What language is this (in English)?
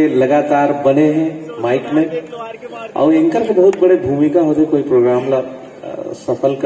Chhattisgarhi